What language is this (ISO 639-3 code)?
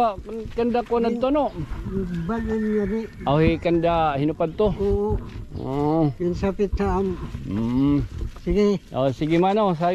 war